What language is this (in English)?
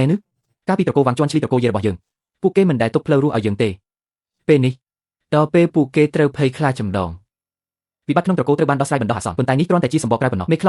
Khmer